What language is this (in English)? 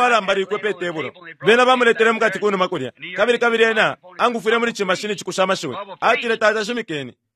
Bemba